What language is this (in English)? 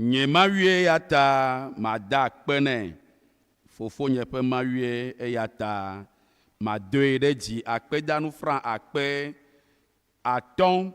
Ewe